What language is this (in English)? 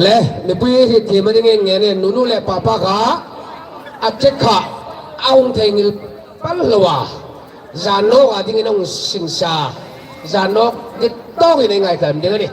Hmar